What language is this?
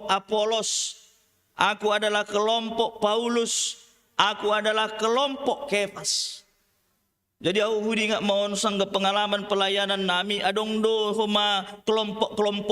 Batak Simalungun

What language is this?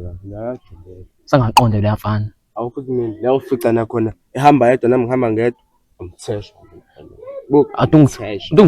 Zulu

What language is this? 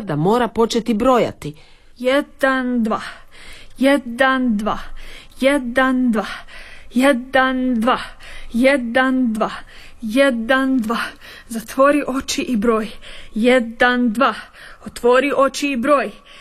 Croatian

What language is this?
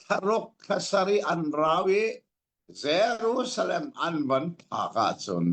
Hakha Chin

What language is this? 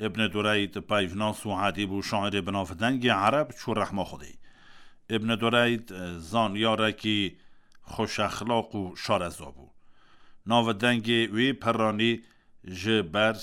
Kurdish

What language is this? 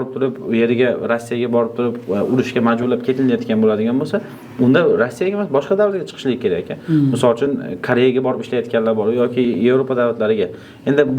Uzbek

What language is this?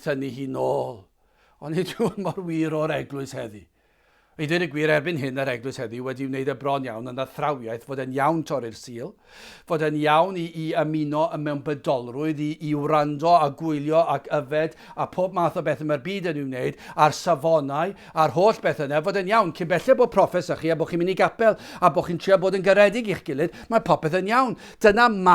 Welsh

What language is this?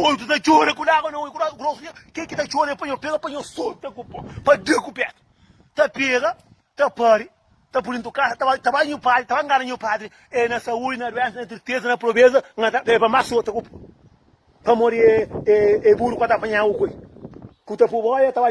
Kabuverdianu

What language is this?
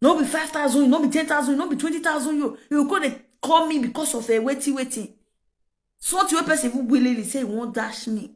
Nigerian Pidgin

